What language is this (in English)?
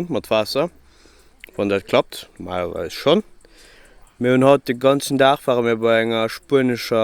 Luxembourgish